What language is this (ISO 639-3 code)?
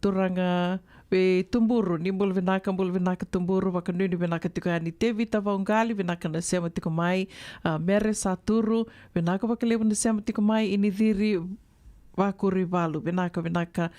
fij